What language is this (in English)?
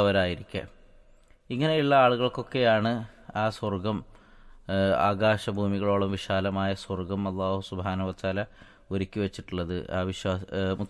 Malayalam